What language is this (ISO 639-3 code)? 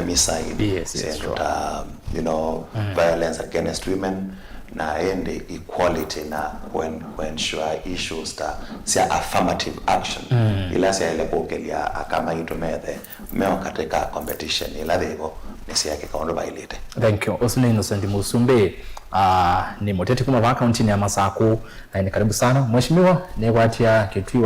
kam